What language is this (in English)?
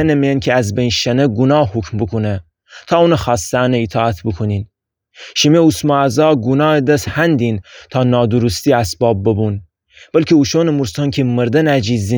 Gilaki